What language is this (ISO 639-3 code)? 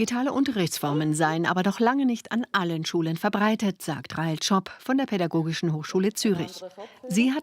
gsw